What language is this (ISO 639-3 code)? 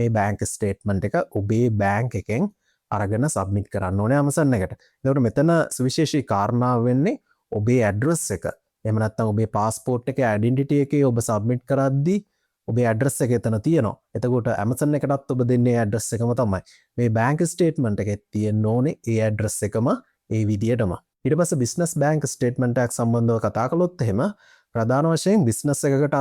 sin